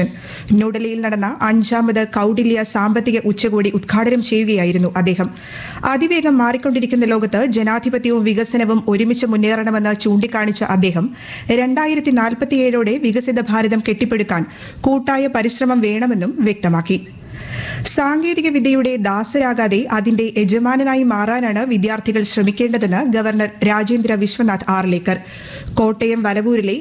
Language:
Malayalam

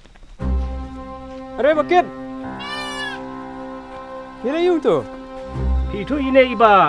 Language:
Khasi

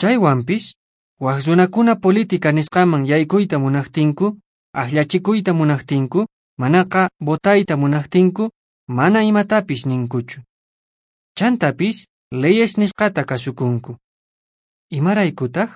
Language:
Quechua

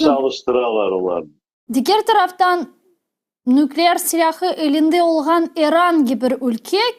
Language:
Crimean Tatar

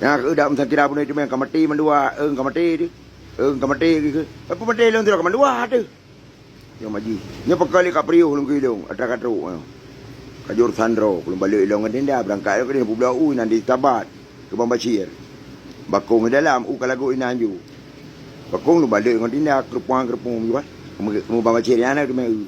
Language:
Achinese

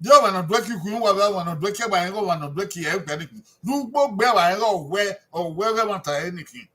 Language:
Bini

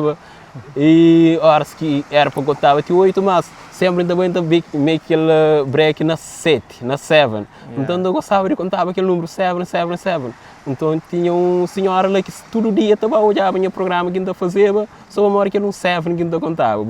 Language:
Kabuverdianu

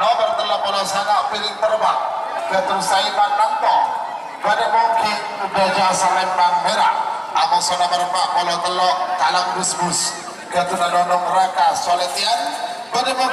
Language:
Madurese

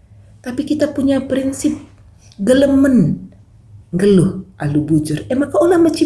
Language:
Batak Karo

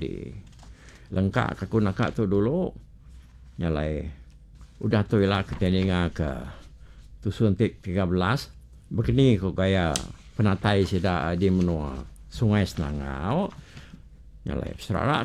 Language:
Iban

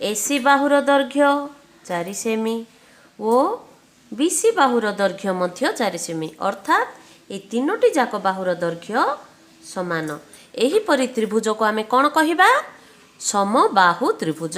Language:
Odia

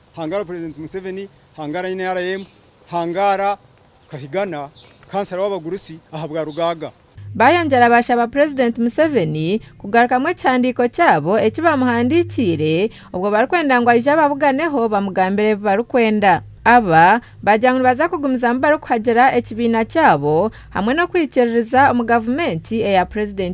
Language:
Nyankole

